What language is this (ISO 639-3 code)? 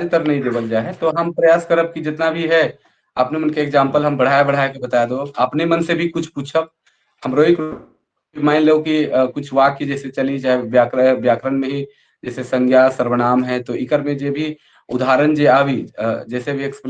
sck